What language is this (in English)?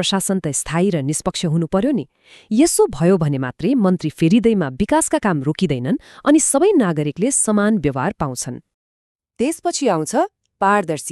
Nepali